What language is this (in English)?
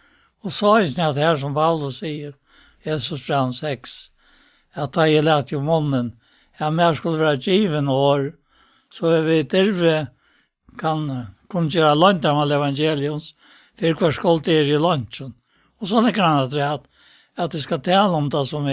Faroese